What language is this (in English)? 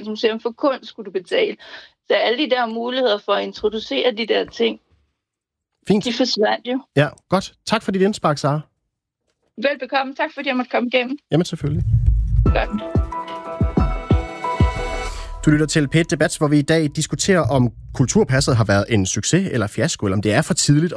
Danish